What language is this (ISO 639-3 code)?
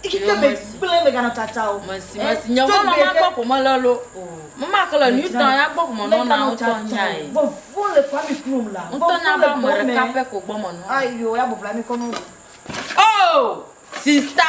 ewe